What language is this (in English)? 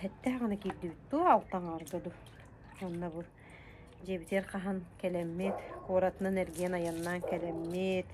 Yakut